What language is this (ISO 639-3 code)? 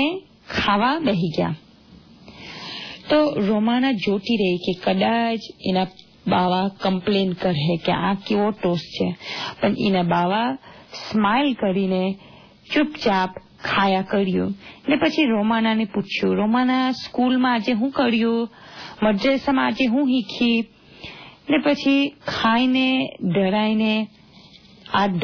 guj